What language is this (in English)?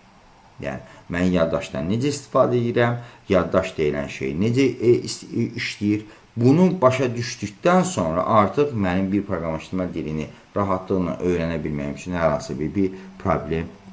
Azerbaijani